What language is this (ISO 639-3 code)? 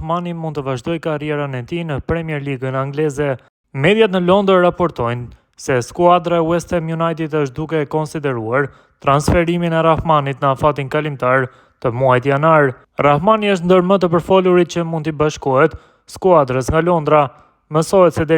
sqi